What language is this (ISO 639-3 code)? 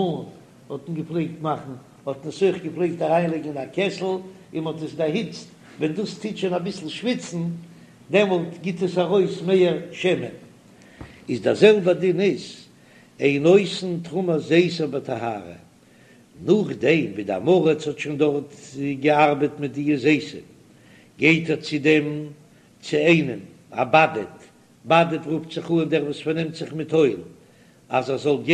yid